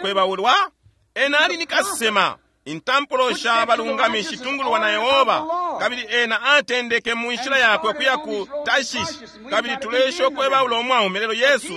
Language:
Bemba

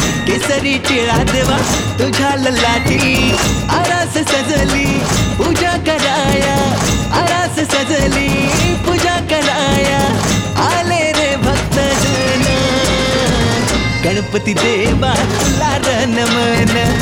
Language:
Marathi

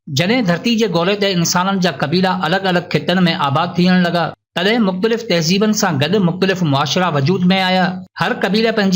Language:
Sindhi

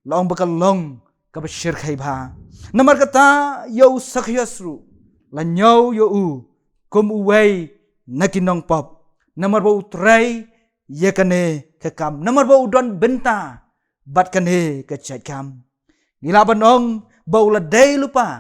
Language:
Khasi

